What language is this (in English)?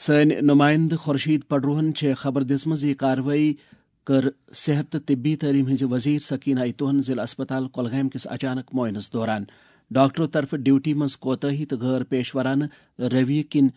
Kashmiri